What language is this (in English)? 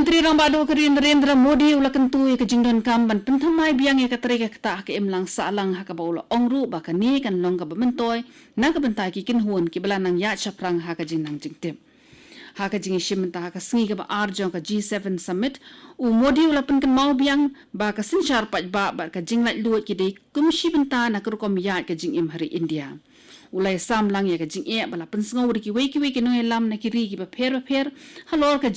Khasi